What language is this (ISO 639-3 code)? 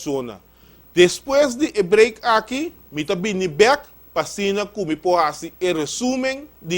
pap